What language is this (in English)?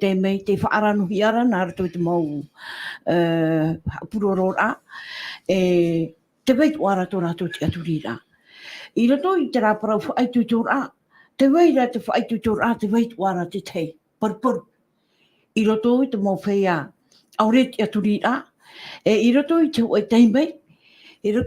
Tahitian